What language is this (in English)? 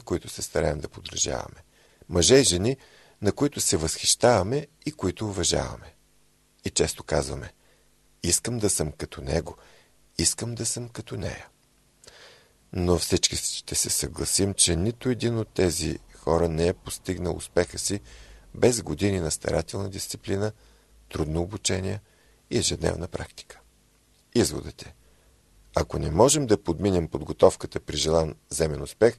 Bulgarian